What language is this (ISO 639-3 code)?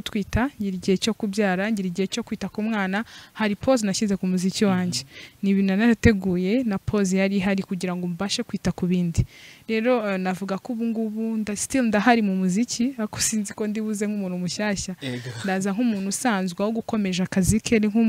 kin